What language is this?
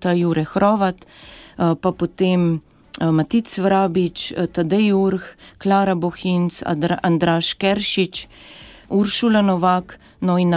Slovenian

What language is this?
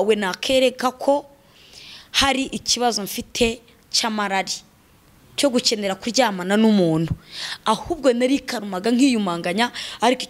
Kinyarwanda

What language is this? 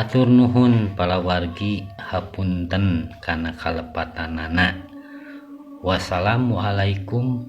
Sundanese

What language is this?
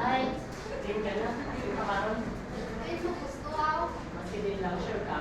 Hiligaynon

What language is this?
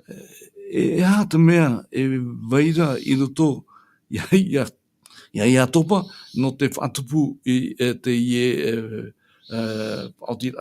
Tahitian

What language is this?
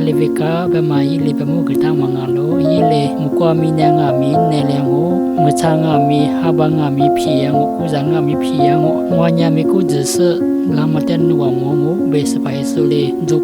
Lisu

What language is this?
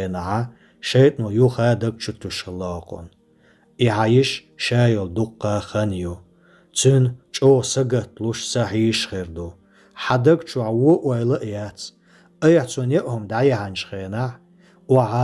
Chechen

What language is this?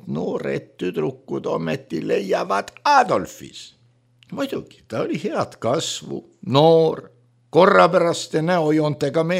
Estonian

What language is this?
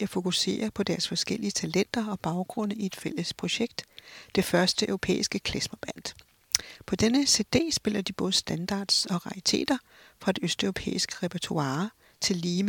Danish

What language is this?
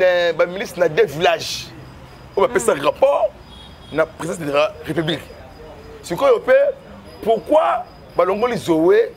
Lingala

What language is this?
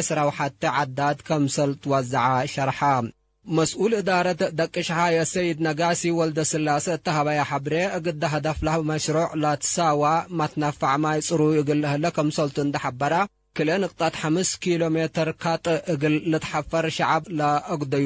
Tigre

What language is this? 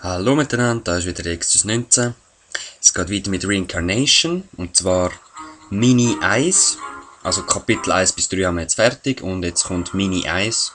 Swiss German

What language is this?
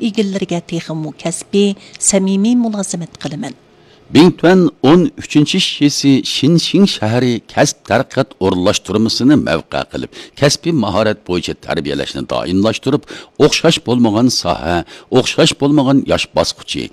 Uyghur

